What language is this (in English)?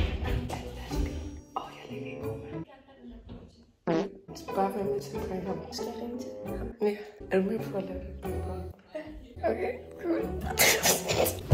Danish